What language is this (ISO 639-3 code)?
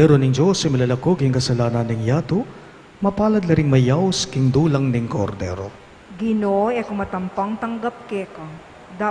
pam